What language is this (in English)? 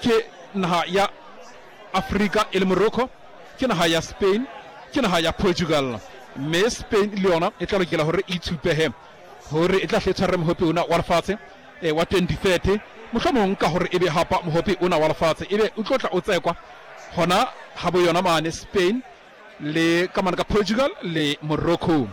Southern Sotho